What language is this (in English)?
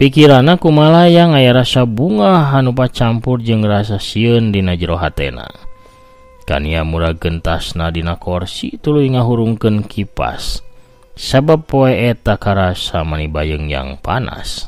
Sundanese